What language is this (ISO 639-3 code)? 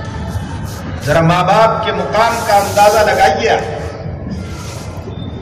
urd